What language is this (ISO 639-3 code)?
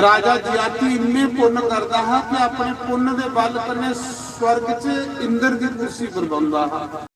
doi